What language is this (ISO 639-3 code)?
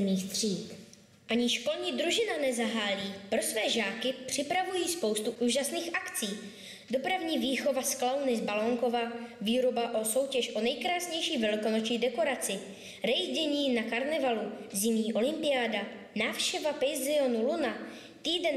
ces